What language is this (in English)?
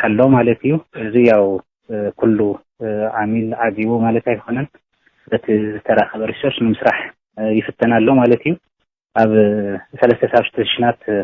Tigrinya